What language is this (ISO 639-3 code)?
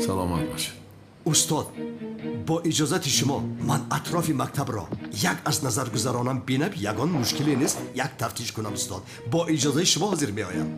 tgk